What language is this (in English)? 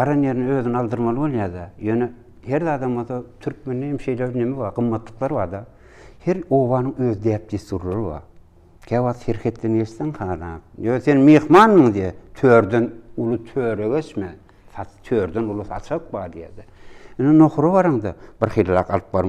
Turkmen